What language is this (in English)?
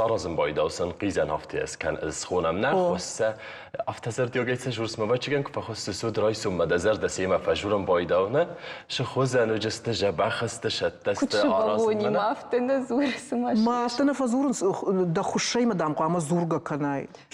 Ossetic